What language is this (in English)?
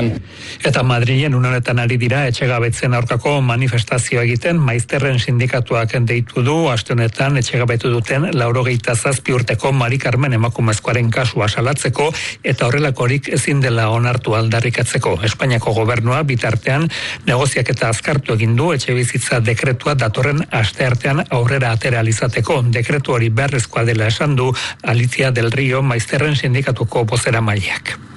Basque